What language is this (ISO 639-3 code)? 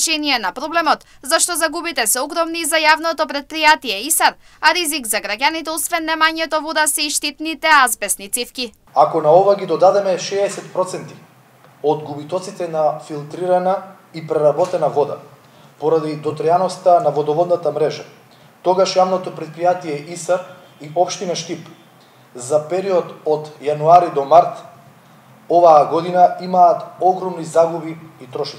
mkd